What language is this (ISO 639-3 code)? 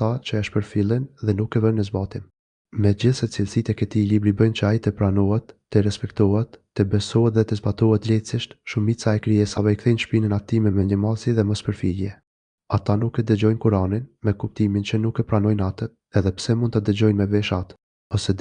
sqi